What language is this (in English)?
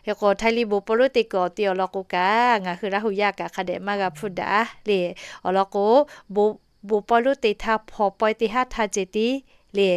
Lahu